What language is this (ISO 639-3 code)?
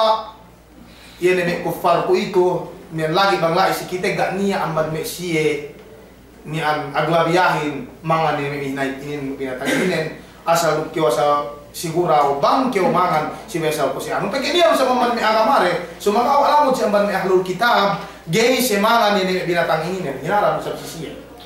yka